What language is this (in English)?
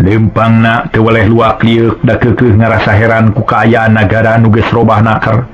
Sundanese